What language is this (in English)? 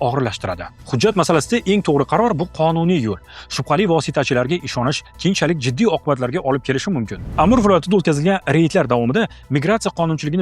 Uzbek